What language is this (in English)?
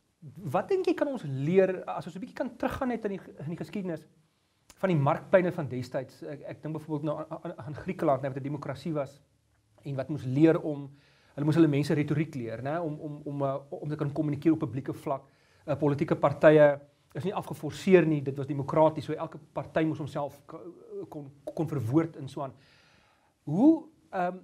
Afrikaans